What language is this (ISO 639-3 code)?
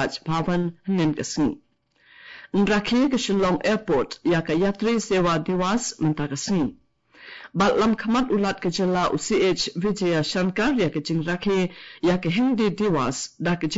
kha